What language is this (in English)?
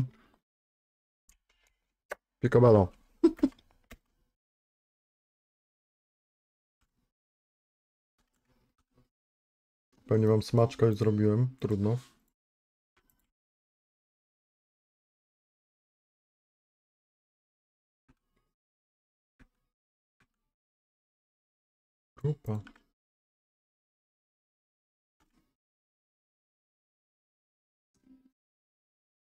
Polish